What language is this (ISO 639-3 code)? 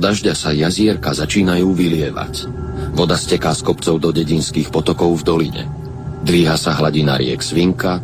slk